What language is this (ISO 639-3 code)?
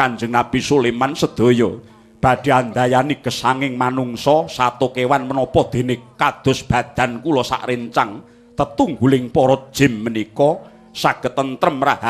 jav